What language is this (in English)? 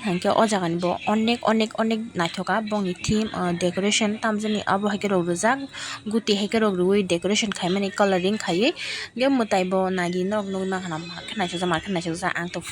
Kok Borok